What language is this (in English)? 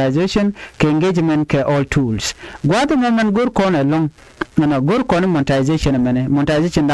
Nuer